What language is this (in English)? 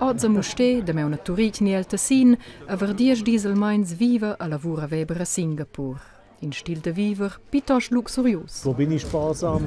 Romansh